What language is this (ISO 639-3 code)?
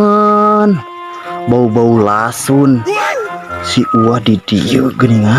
sun